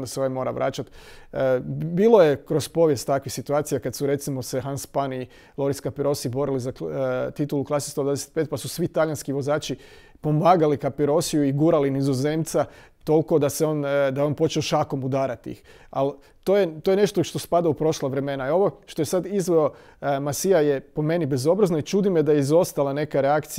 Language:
Croatian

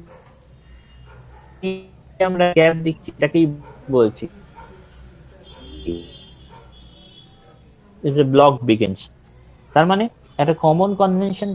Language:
Bangla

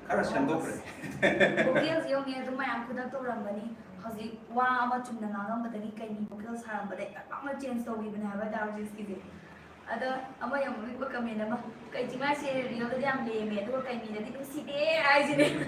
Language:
Manipuri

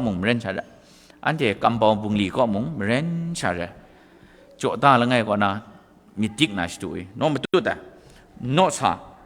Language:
Kachin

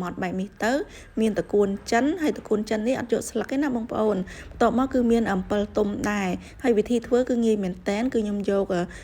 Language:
Khmer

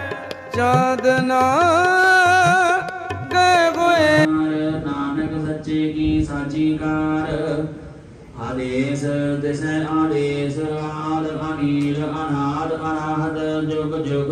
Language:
Punjabi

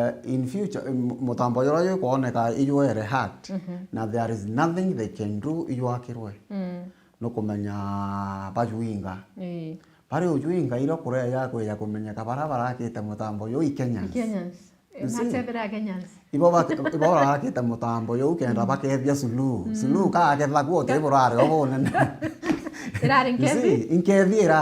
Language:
Meru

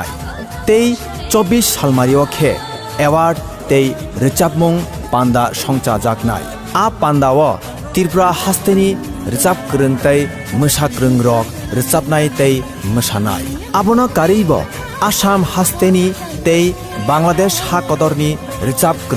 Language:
Kok Borok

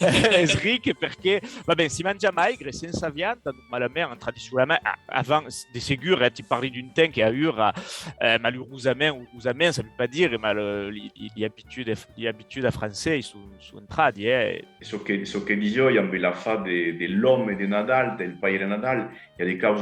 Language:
Occitan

